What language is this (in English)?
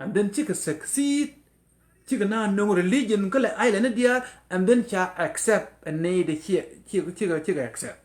Nuer